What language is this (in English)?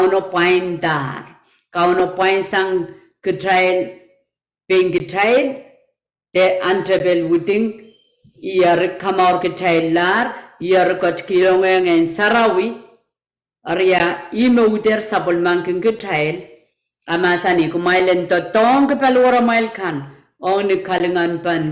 Pohnpeian